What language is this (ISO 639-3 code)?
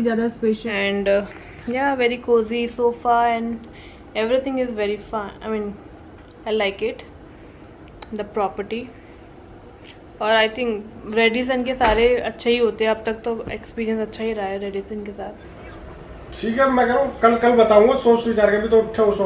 hin